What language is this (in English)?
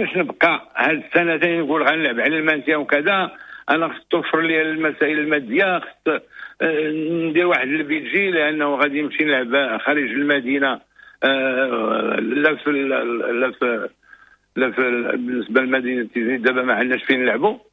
Moroccan Arabic